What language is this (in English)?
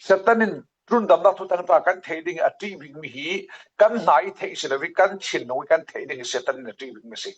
Falam Chin